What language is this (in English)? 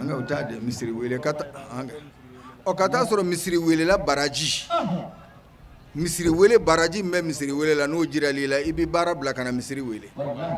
Bambara